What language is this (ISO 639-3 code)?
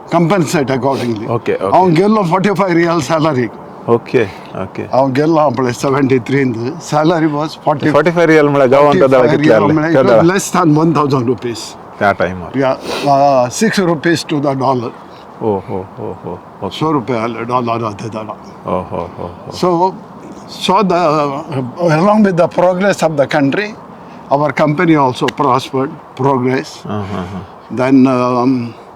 kok